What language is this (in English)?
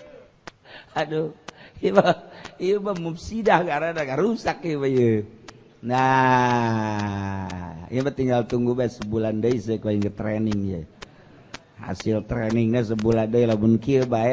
Sundanese